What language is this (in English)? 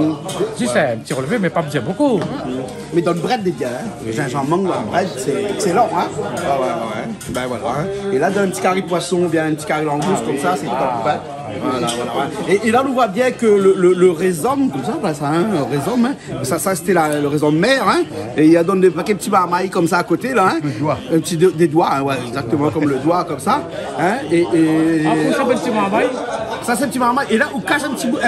Réunion Creole French